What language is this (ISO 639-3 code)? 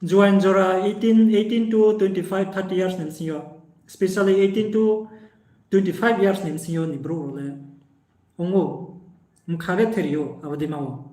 ria